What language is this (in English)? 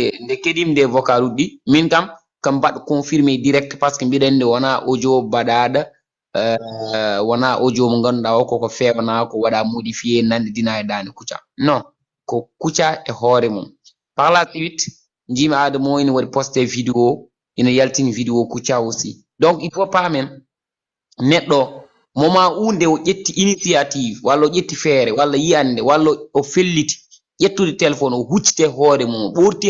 Fula